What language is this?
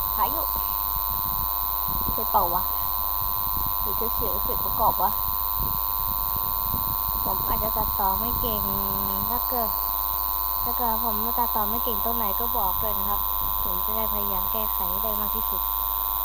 Thai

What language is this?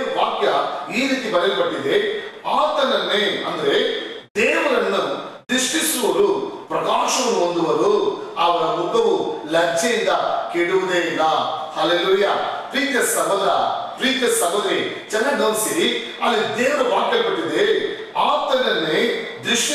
Kannada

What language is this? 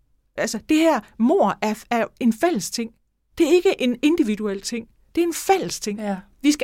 Danish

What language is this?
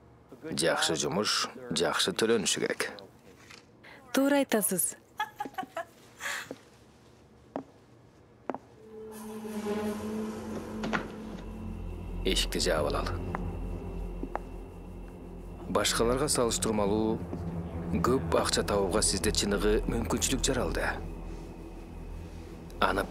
Kyrgyz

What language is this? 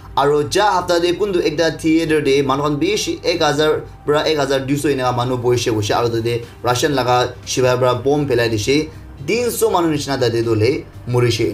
Naga Pidgin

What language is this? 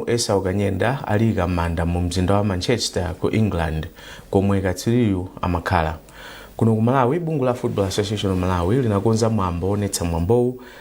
Nyanja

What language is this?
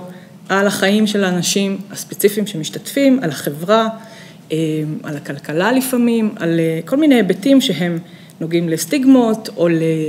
Hebrew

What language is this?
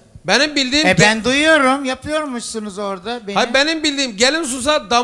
Turkish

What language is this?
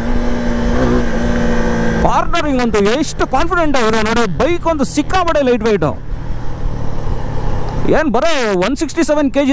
Kannada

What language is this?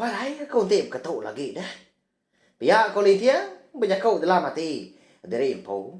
Iban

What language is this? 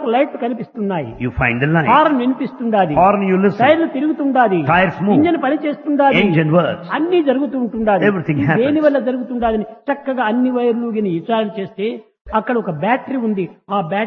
Telugu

